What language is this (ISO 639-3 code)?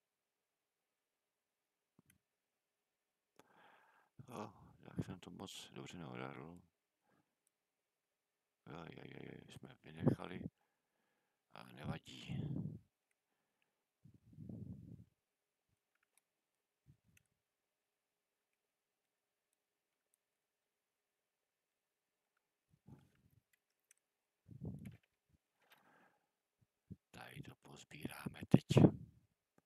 ces